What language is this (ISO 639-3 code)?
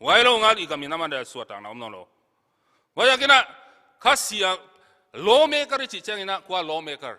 pck